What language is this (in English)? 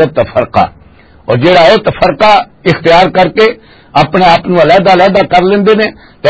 Western Panjabi